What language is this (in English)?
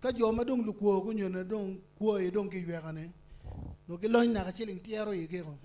Acoli